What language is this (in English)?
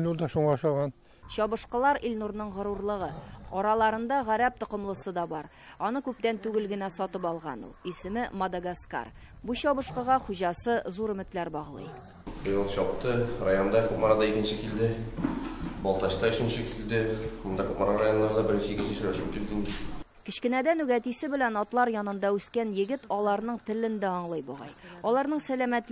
Tatar